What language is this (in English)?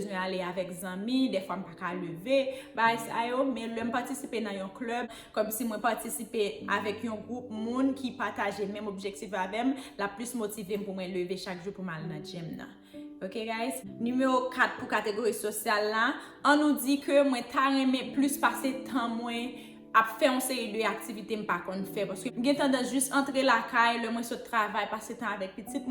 Haitian Creole